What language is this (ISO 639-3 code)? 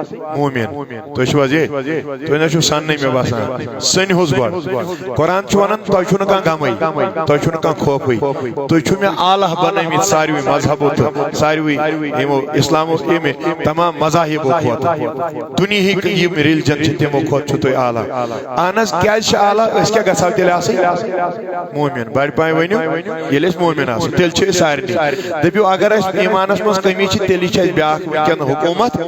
kas